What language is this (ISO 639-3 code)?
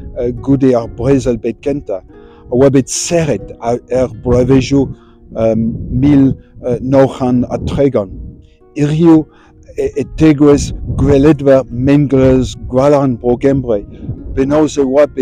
bre